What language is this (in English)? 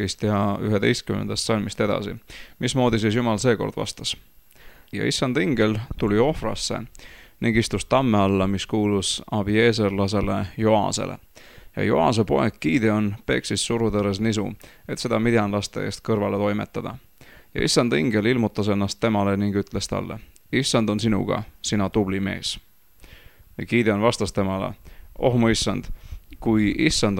Estonian